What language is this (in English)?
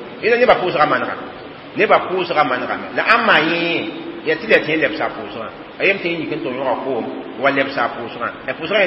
Mossi